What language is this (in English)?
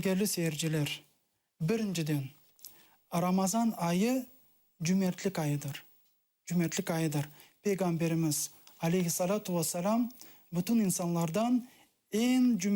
Crimean Tatar